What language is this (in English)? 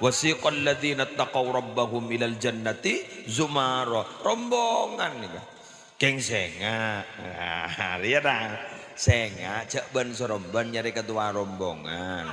Madurese